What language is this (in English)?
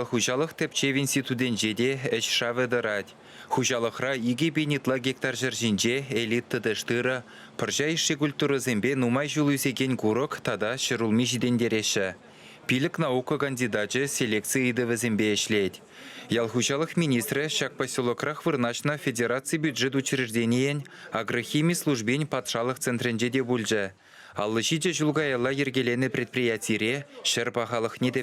Chuvash